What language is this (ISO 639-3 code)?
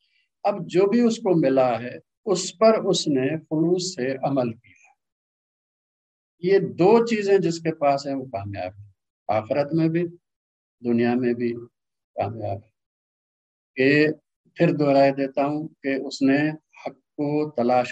urd